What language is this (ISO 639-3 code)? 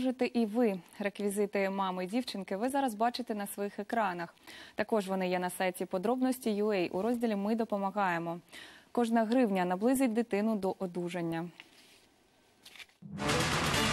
ukr